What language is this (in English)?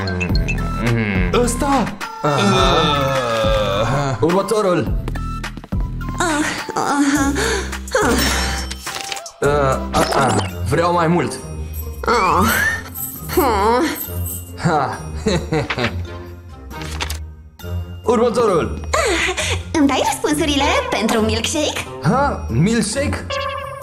Romanian